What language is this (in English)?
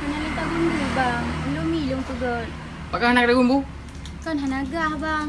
Achinese